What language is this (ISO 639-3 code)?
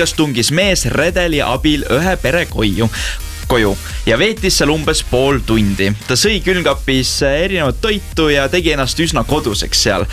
est